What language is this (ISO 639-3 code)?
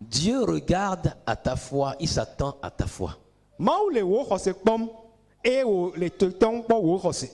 ewe